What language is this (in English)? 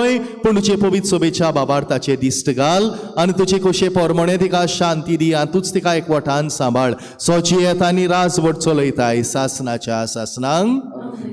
Konkani